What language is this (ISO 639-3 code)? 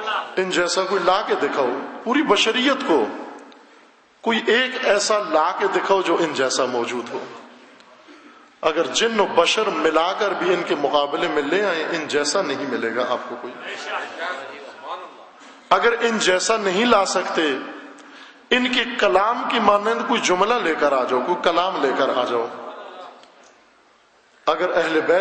urd